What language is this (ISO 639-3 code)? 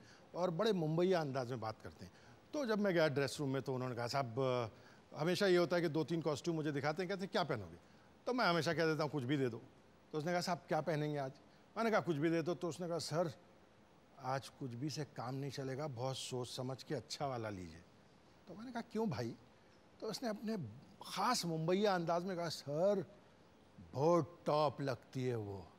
hin